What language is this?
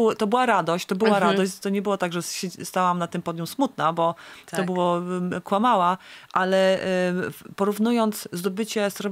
Polish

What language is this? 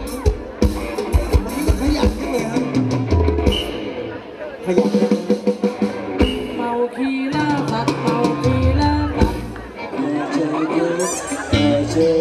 Thai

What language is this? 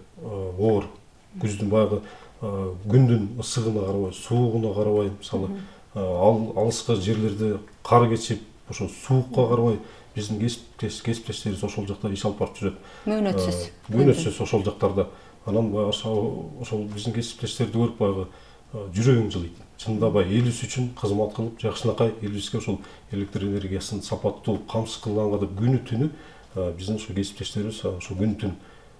Kyrgyz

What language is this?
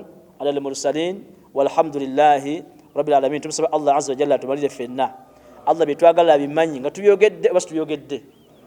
Ganda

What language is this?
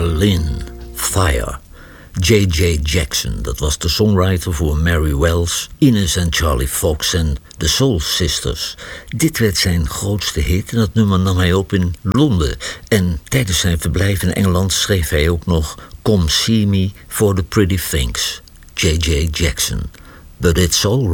Dutch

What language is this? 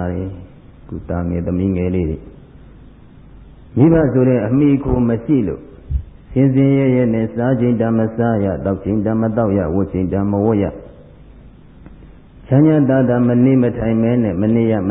Burmese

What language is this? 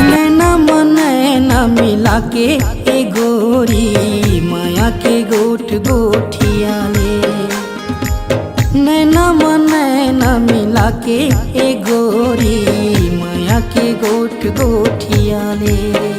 Chhattisgarhi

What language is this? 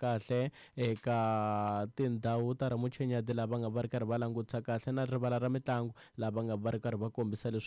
Tsonga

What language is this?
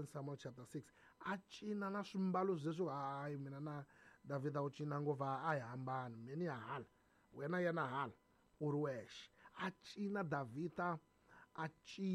Tsonga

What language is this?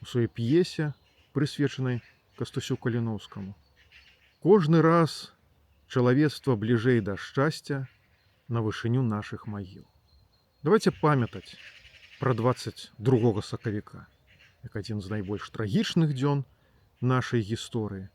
Belarusian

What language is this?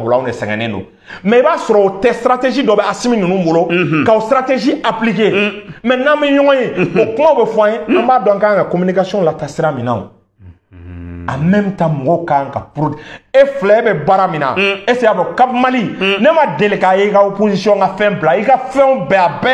Bambara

